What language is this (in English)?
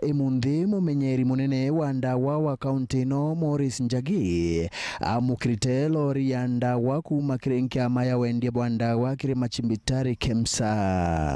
Meru